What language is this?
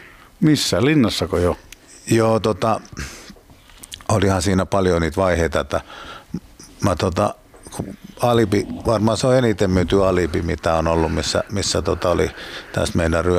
Finnish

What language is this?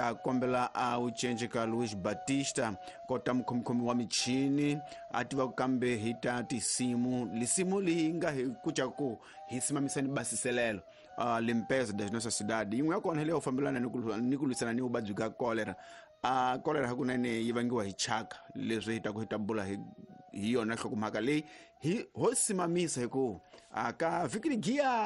Tsonga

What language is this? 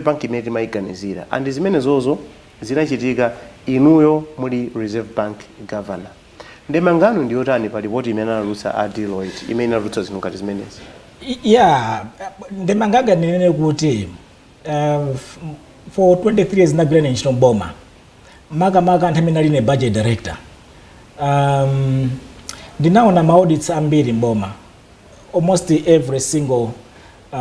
Nyanja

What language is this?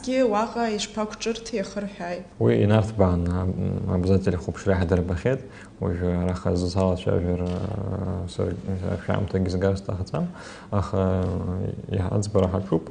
Abkhazian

